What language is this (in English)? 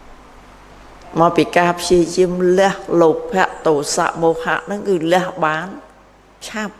Khmer